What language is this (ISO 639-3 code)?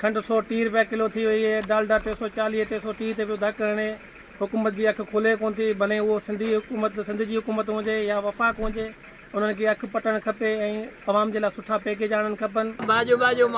snd